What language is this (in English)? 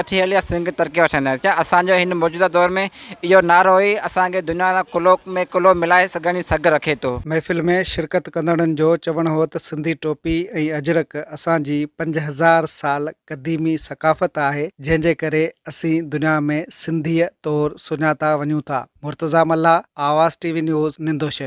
Sindhi